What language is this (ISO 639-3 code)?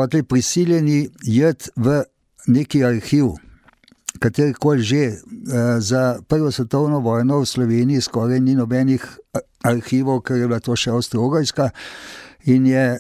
slv